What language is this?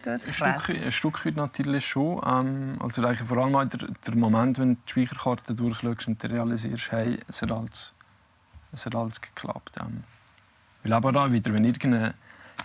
Swiss German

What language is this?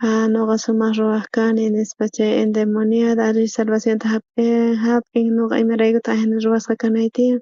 South Bolivian Quechua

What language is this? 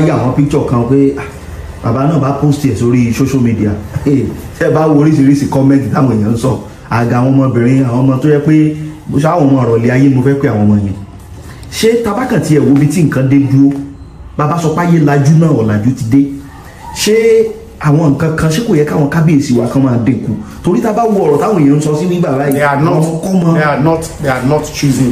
Yoruba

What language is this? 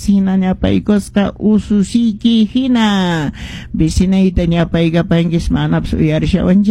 Quechua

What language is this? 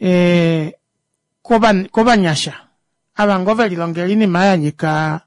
Kuanyama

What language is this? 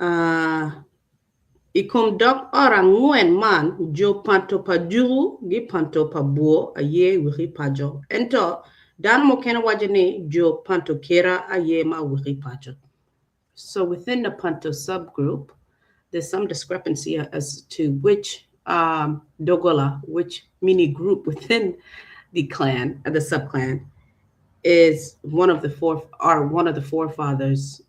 Acoli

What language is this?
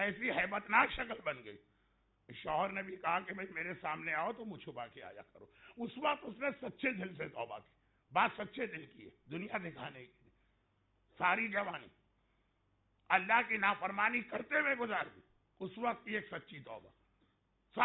Urdu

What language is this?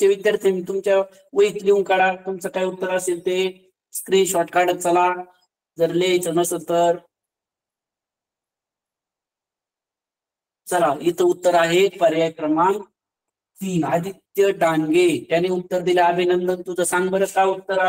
Marathi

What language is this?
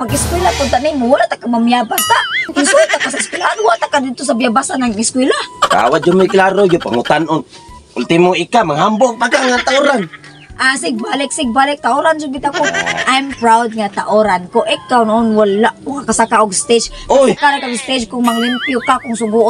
Cebuano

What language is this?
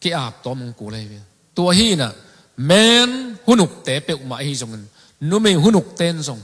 Tedim Chin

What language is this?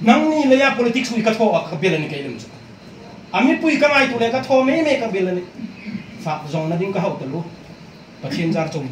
Hmar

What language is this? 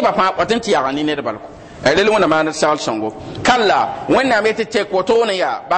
Mossi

